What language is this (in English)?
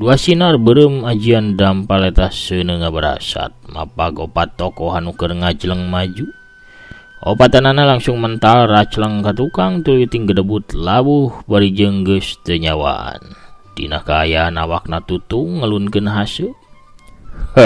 Sundanese